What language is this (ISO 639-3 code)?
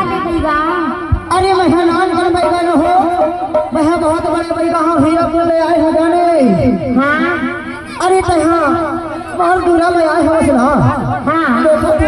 hne